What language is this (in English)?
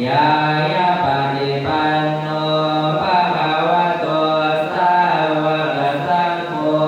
Pali